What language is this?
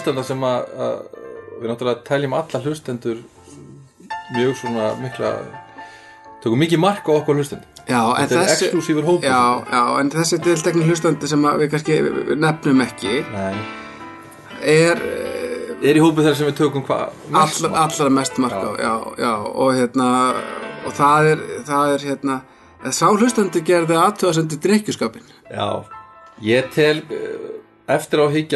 Icelandic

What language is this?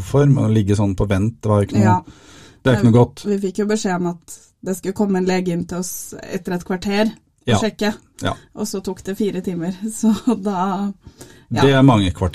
Norwegian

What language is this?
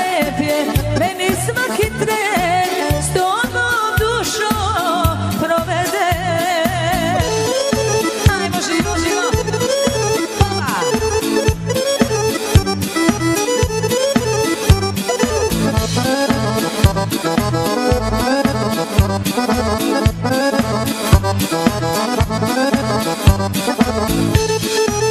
Serbian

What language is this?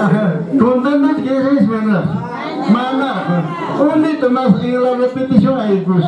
Quechua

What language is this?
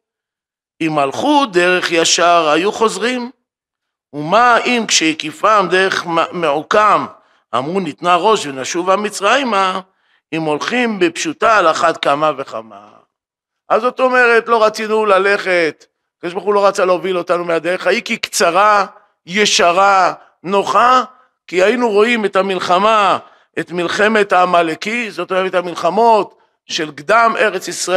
Hebrew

